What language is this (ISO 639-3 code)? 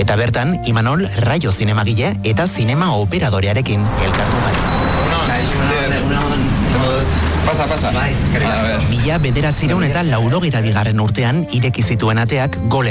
eus